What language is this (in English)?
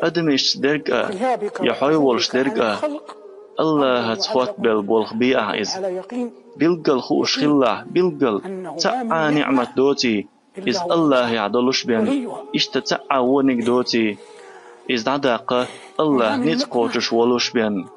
Chechen